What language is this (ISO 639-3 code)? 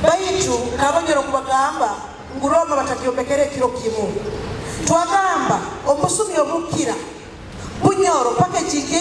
nyo